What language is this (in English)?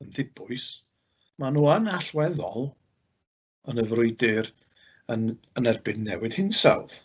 Welsh